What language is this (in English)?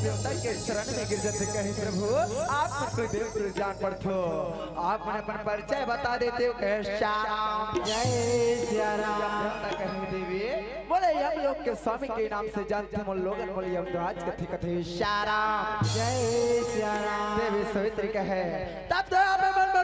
Chhattisgarhi